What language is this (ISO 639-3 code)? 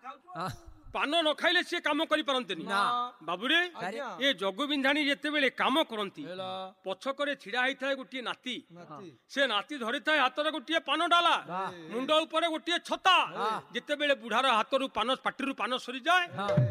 ori